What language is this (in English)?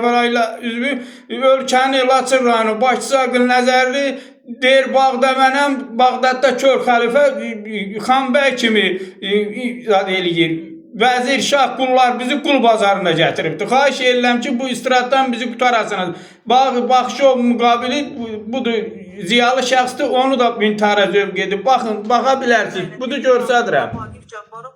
Azerbaijani